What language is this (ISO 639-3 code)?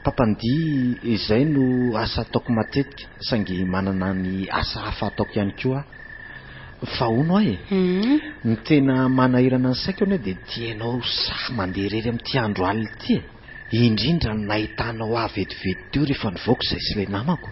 mlg